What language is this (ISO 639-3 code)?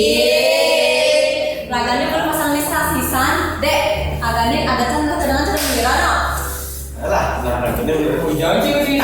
ban